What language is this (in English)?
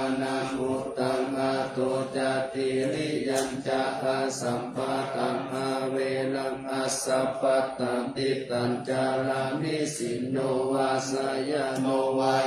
Pali